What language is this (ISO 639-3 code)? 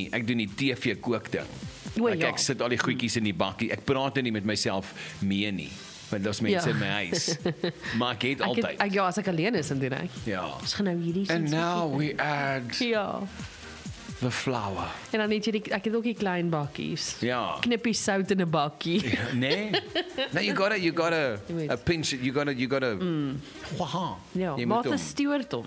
afr